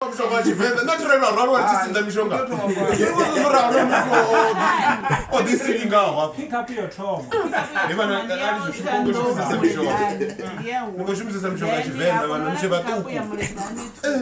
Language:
Venda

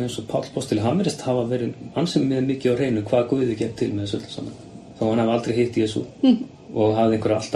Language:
Icelandic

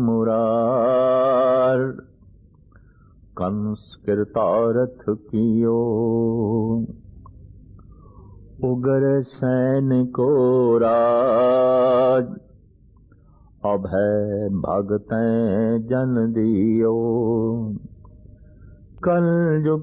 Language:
Punjabi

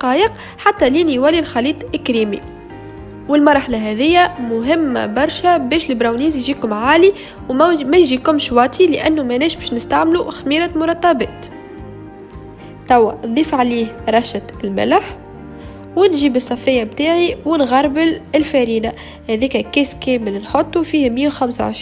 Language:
Tunisian Arabic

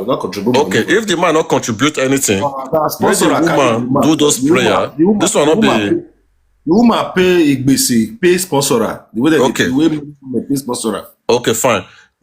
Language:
Nigerian Pidgin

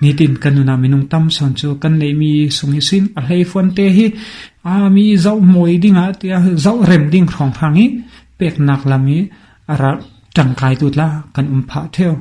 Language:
Falam Chin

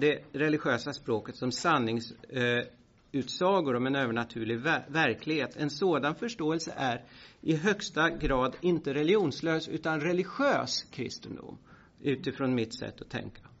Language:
Swedish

